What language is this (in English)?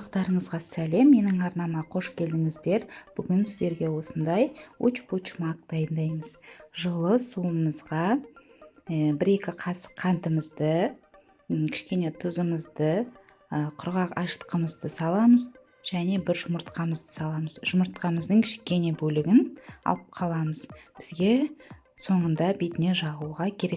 Kazakh